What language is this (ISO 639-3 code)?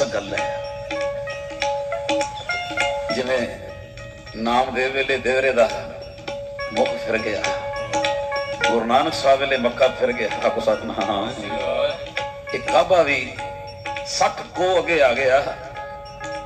pan